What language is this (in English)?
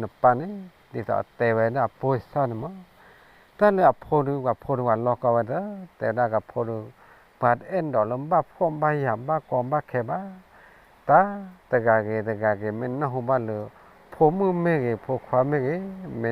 S'gaw Karen